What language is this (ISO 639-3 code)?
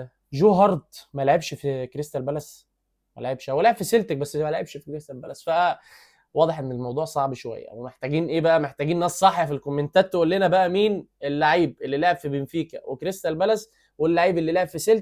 arz